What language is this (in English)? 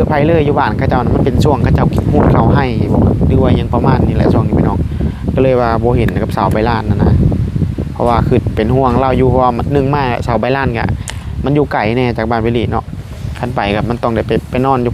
Northeastern Thai